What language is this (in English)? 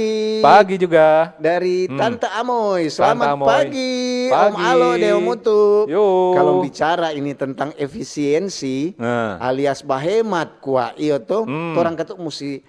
Manado Malay